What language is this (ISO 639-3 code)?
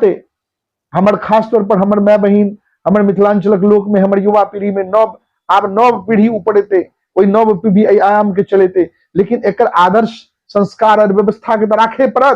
mai